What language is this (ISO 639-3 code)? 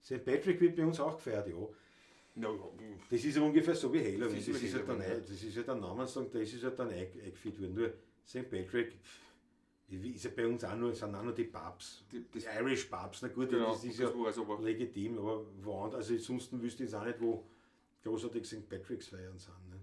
bar